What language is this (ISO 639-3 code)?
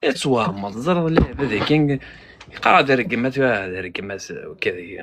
kab